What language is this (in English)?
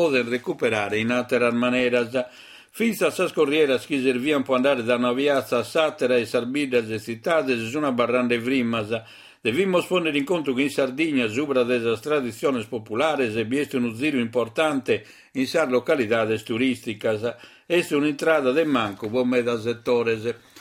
Sardinian